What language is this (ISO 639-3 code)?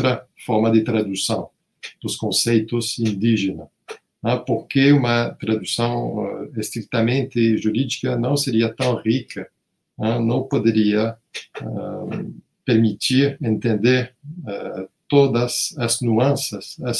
por